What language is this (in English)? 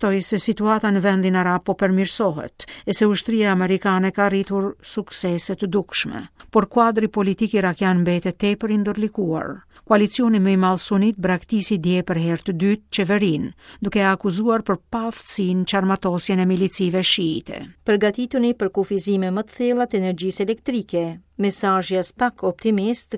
Albanian